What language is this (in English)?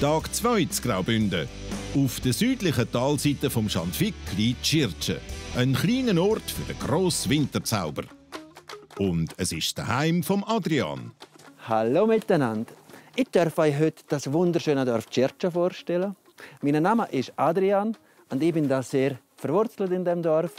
Swiss German